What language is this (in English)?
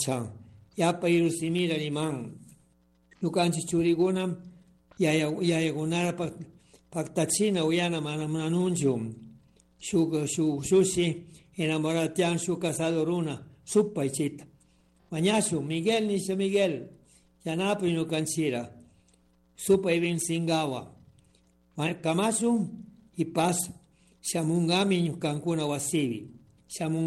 Chimborazo Highland Quichua